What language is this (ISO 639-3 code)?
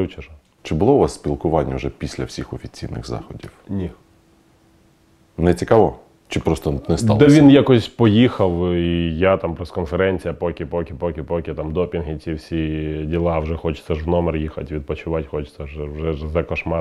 ukr